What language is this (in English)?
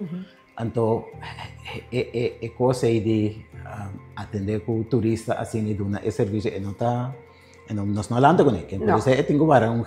Papiamento